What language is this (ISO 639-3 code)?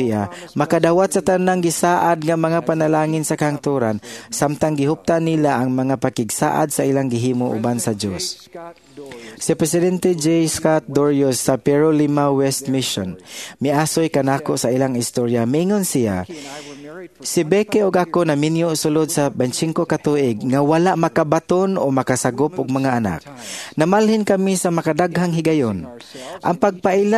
ceb